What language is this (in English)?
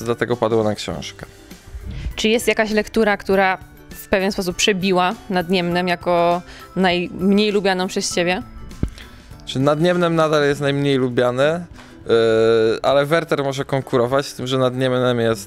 Polish